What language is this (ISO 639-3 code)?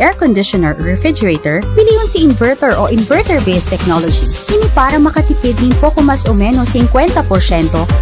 bik